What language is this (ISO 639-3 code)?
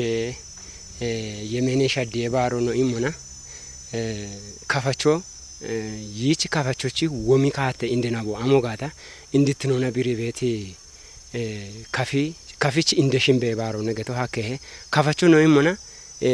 kbr